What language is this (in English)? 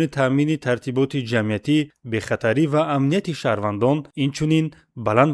Tajik